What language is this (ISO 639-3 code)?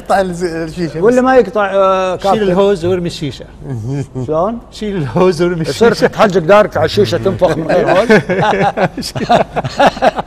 afb